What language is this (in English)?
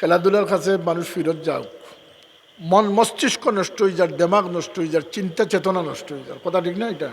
Sylheti